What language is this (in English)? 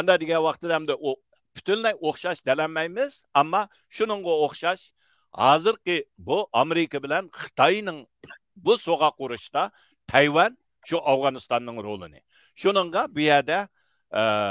Uyghur